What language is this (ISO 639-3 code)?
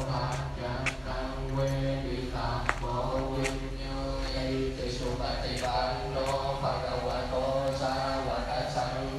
pli